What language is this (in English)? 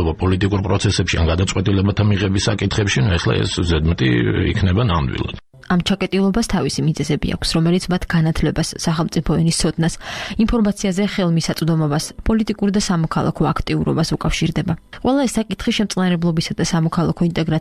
Georgian